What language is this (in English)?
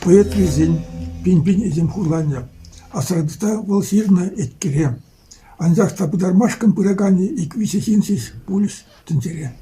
Chuvash